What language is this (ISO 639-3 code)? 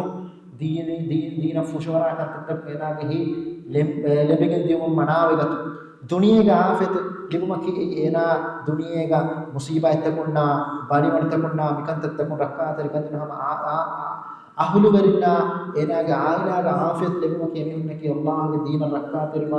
div